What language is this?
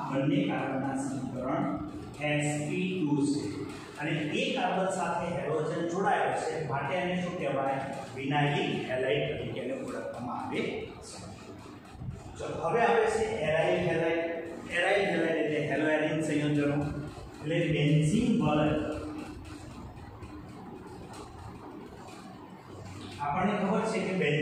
Gujarati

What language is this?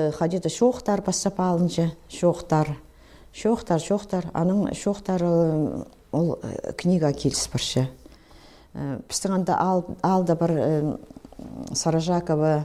Khakas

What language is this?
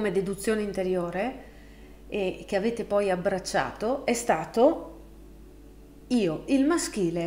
Italian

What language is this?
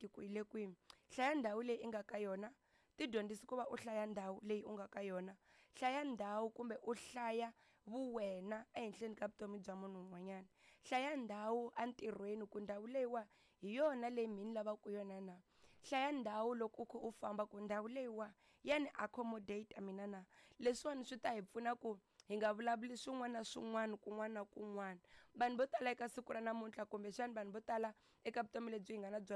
Tsonga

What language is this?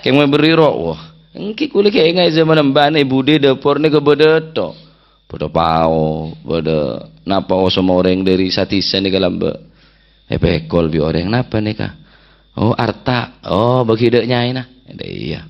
Madurese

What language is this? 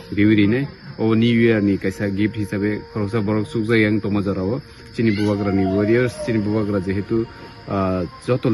Kok Borok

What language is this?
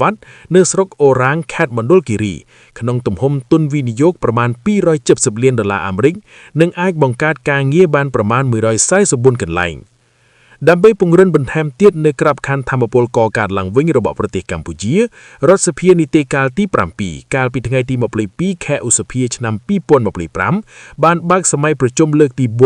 Khmer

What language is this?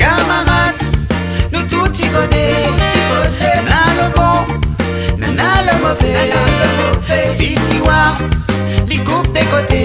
Réunion Creole French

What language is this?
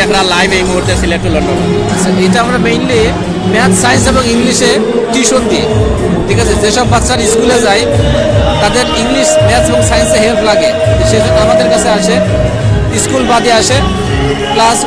Sylheti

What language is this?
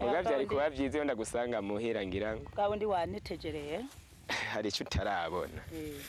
Rundi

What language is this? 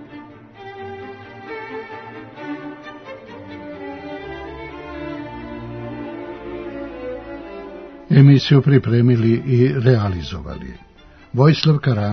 Serbian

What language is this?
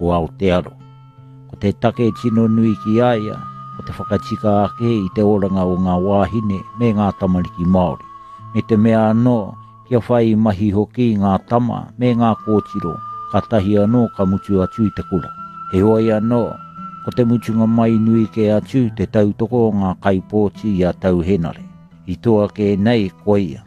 Māori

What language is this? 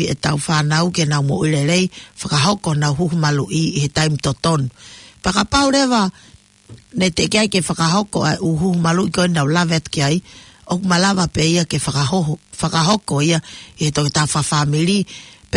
Tongan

